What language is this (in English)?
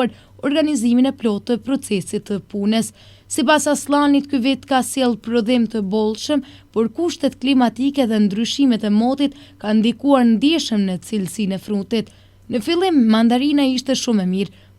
Albanian